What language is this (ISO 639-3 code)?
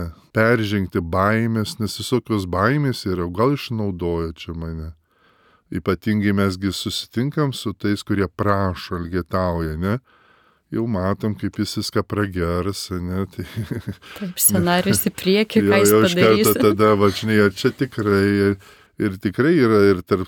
lit